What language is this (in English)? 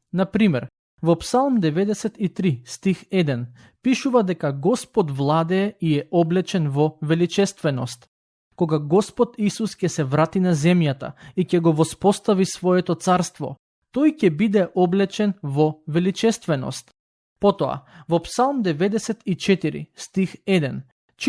Macedonian